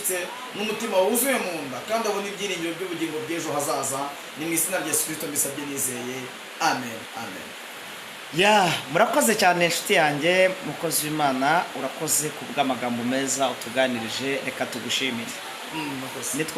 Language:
Kinyarwanda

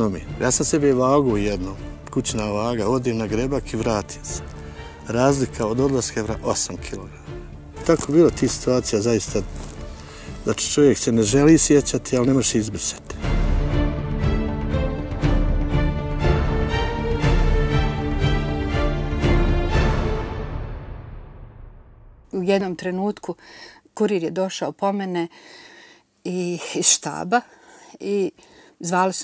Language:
Bosnian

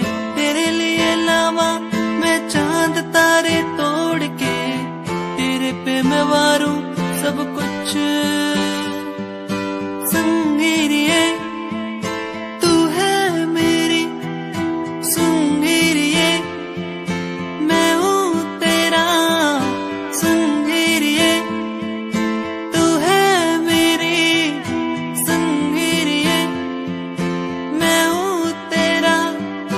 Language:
Hindi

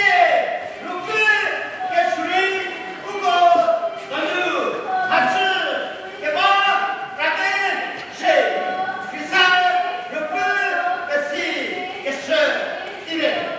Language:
Chokri Naga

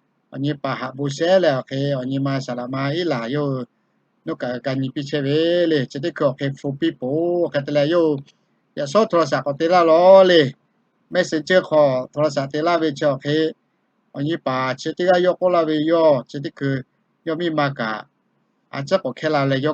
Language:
Lahu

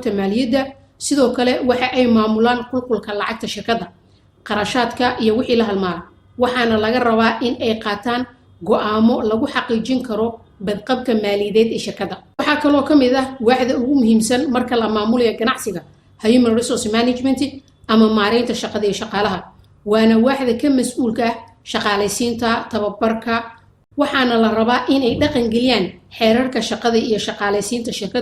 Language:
Somali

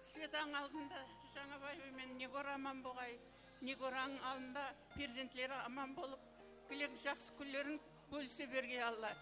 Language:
Kara-Kalpak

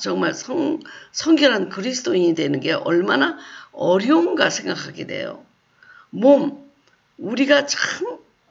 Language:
Korean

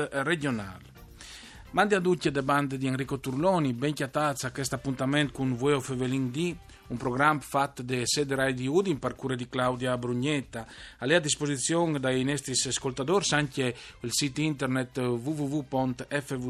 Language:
Friulian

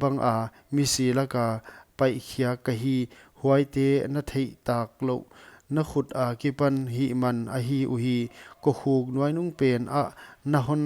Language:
Paite Chin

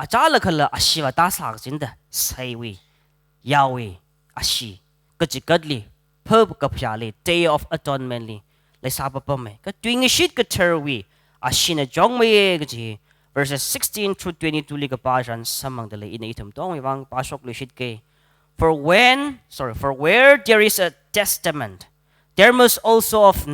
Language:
Tangkhul Naga (India)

